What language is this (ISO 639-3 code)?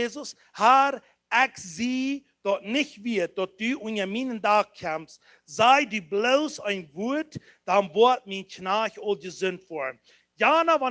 pdt